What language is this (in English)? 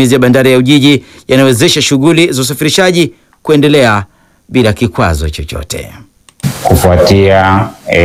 Swahili